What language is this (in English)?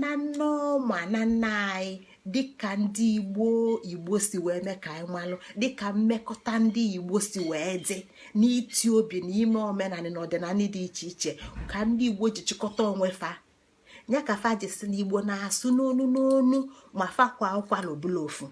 Igbo